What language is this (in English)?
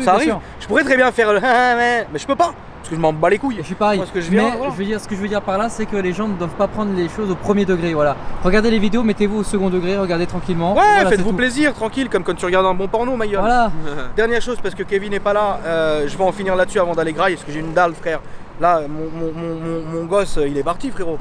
French